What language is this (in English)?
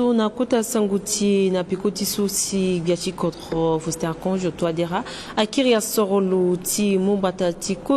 Sango